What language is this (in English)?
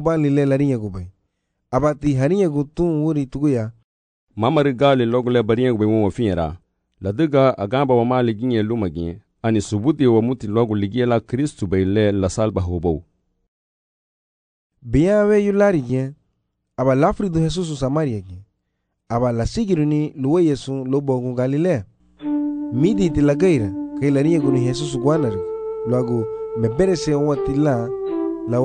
Garifuna